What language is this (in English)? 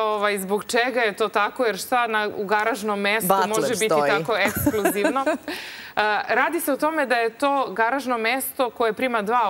Serbian